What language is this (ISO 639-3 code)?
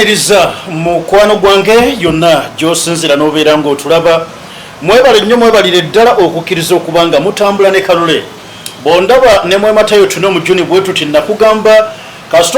lug